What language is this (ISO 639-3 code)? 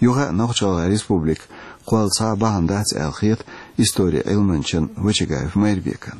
che